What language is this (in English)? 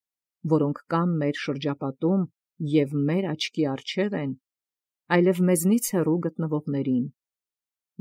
Armenian